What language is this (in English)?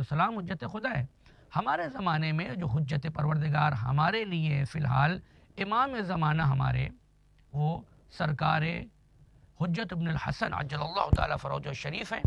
Urdu